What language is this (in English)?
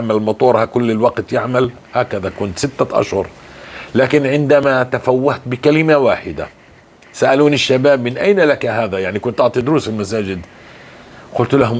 North Levantine Arabic